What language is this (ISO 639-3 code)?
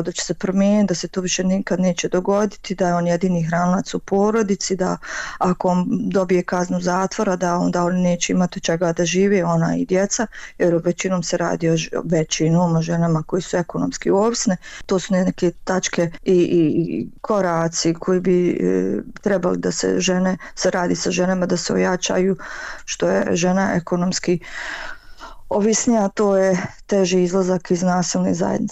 bos